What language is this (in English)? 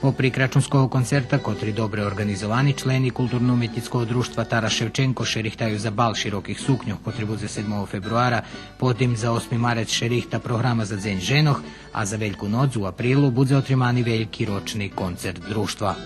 Rusyn